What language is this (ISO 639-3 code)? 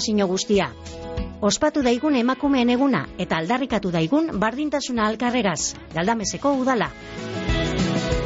eus